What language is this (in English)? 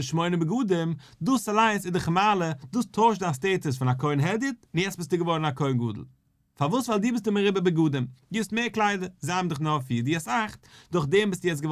Yiddish